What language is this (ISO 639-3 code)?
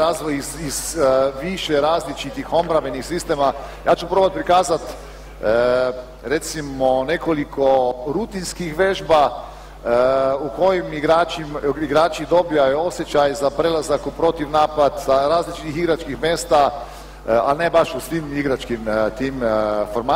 hrv